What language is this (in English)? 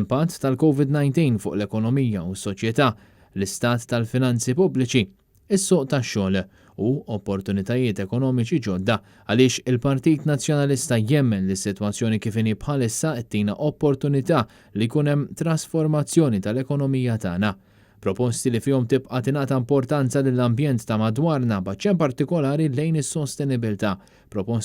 Maltese